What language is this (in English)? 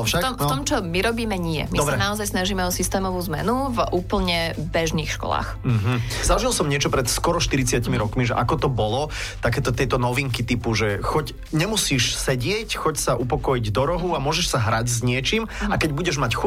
Slovak